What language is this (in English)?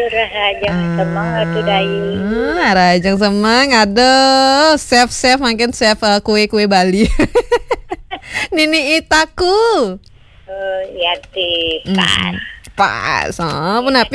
Balinese